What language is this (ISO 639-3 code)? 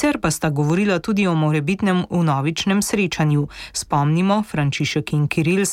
slv